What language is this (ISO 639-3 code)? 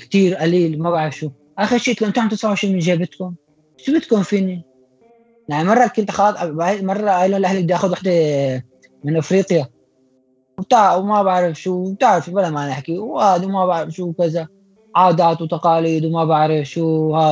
apc